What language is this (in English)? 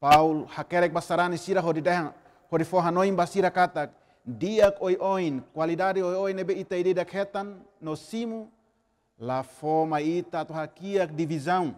Tetum